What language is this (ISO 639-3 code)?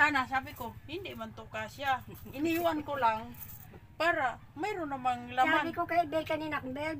fil